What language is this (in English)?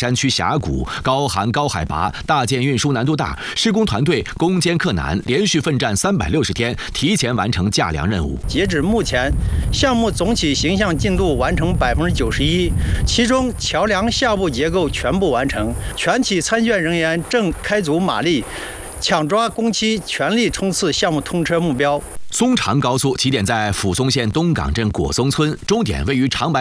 Chinese